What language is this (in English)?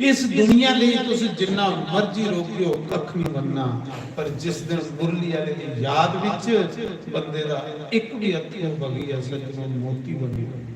Dogri